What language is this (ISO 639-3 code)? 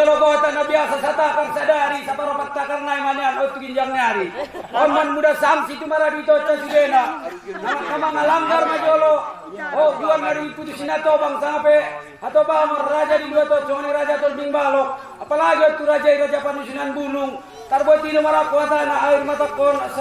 akb